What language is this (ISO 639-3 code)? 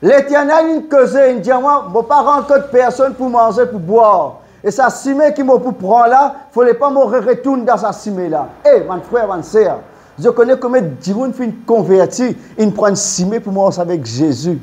mfe